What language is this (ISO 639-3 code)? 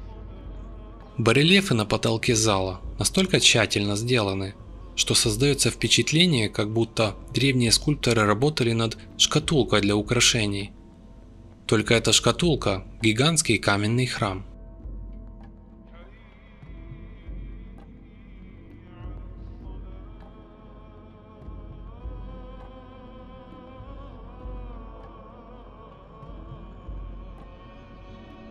rus